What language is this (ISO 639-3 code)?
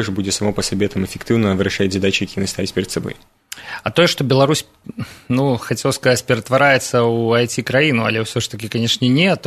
bel